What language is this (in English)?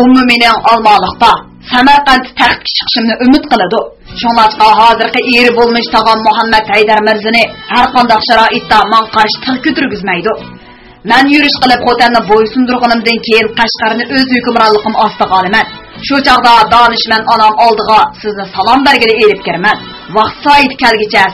Uyghur